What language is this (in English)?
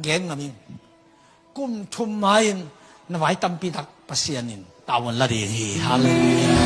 Tedim Chin